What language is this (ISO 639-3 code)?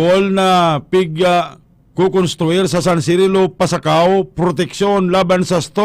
bik